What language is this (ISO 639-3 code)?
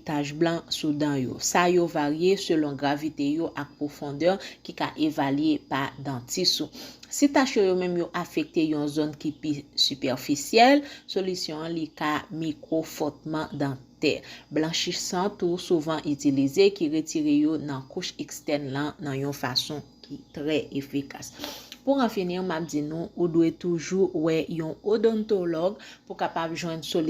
hat